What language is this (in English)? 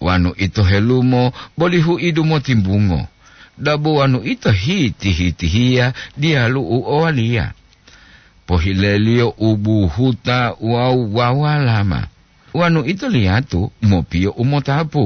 Gorontalo